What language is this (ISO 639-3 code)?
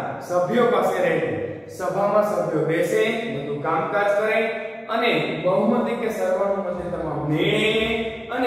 guj